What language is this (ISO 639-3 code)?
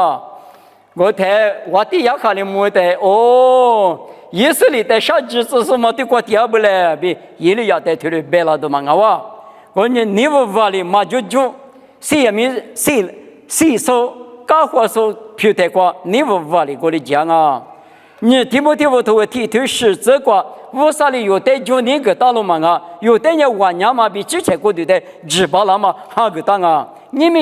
lis